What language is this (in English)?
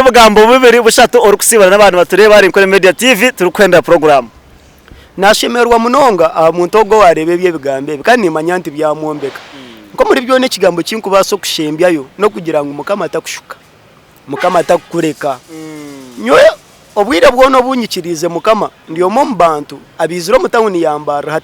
Nyankole